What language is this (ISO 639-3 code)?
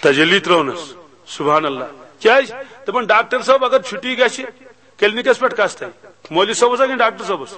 kas